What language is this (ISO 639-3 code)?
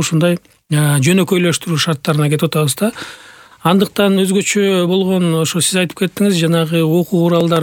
kir